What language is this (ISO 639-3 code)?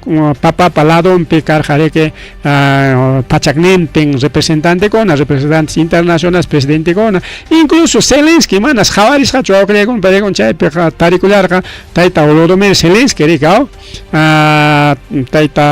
quy